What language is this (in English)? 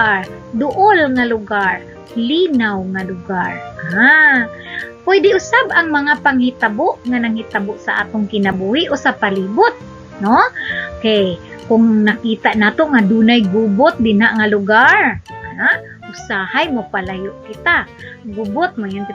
Cebuano